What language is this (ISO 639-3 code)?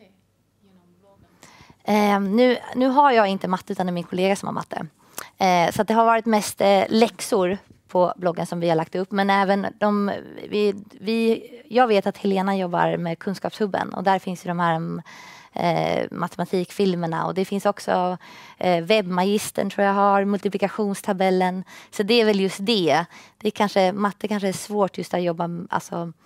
swe